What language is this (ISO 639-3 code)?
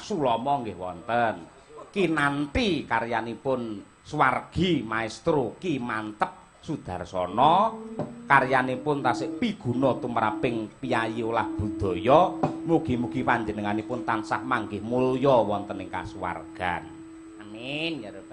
jav